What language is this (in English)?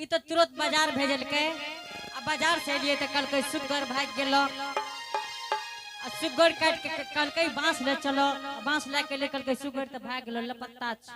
Angika